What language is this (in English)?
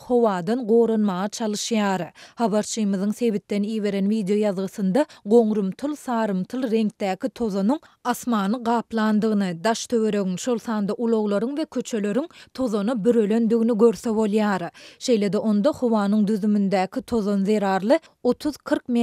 Turkmen